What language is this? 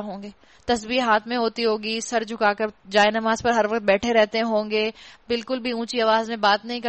Urdu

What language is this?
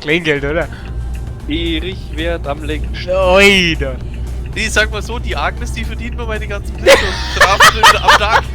Bavarian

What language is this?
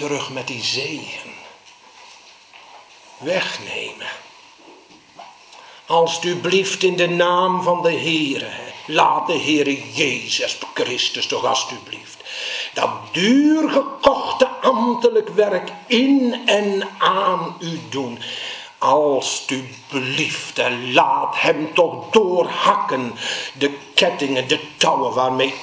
Dutch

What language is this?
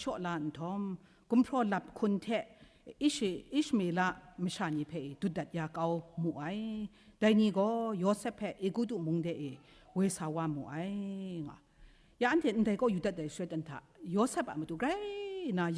Kachin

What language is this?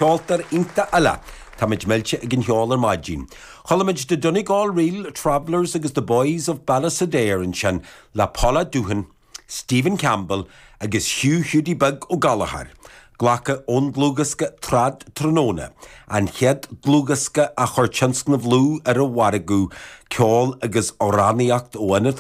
Irish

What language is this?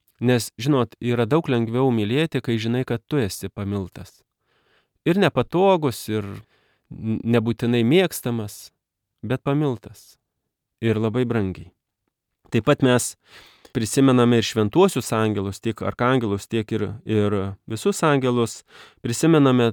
Lithuanian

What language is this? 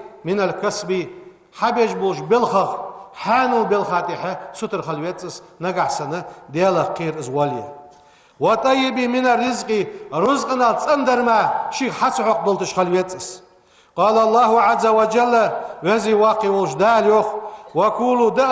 Ingush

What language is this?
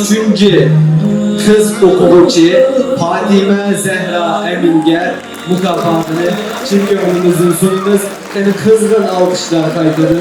Uyghur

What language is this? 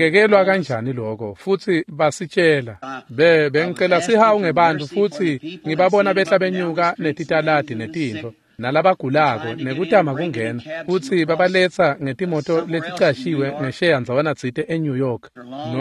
Swati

